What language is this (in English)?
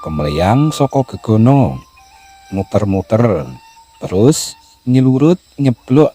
Javanese